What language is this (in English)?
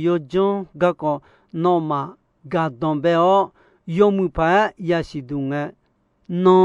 Akha